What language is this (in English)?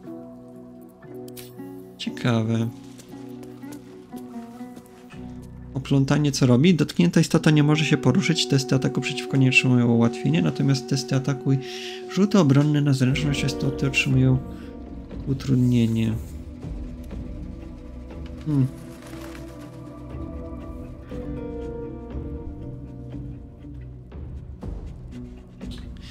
Polish